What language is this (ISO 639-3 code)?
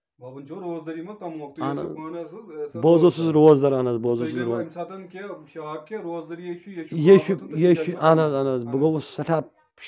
kas